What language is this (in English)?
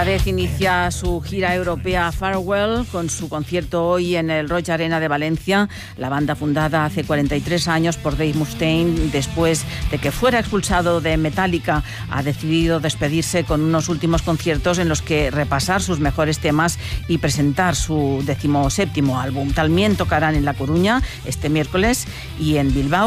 Spanish